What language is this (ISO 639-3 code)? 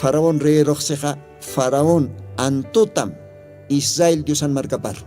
aym